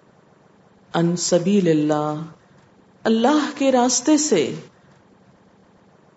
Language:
Urdu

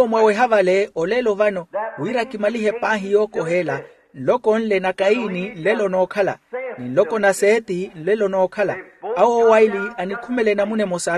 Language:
Makhuwa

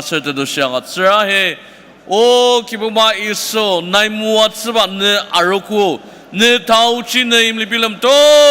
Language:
Ao Naga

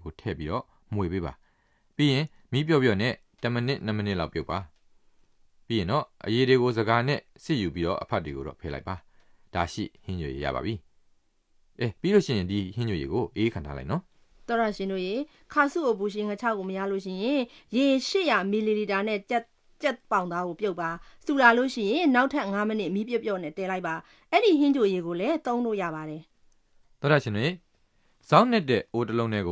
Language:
Burmese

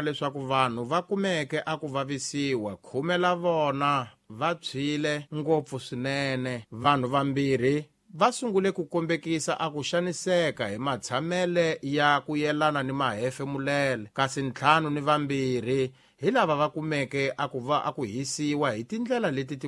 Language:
Tsonga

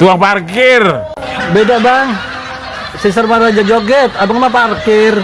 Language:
Betawi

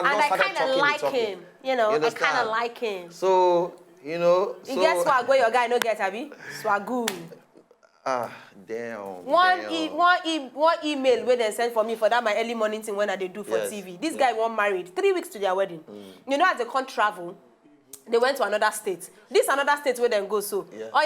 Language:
Nigerian Pidgin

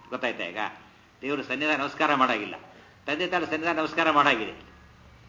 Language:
Kannada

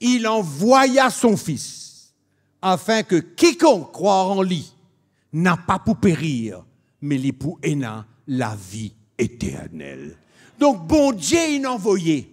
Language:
Morisyen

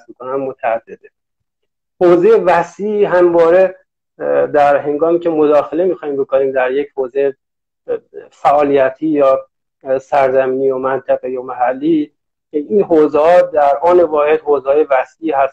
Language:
Persian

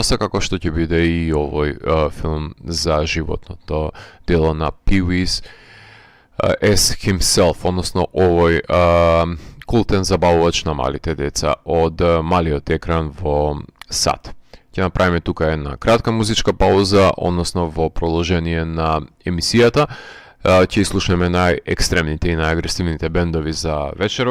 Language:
Macedonian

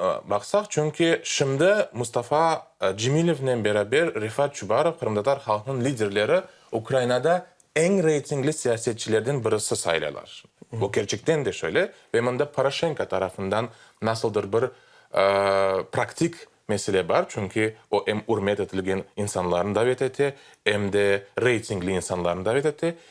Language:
Crimean Tatar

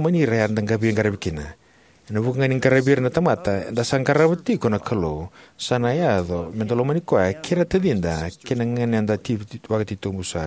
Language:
Fijian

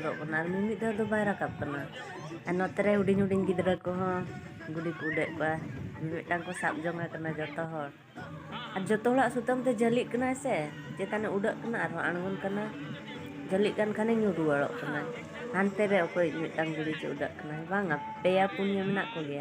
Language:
Santali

